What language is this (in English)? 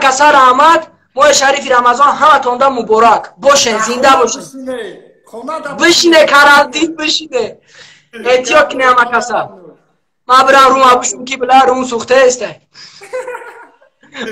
Tajik